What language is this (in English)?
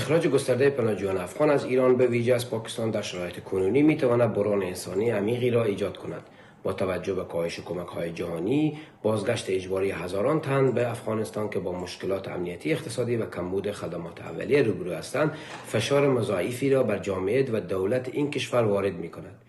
Pashto